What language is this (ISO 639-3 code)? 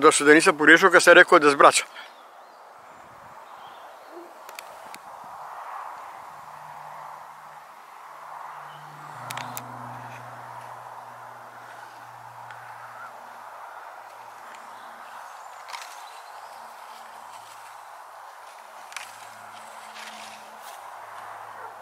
bos